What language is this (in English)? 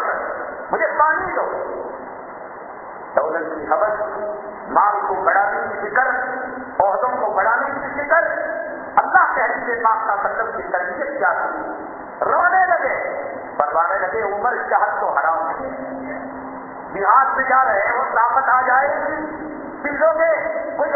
Urdu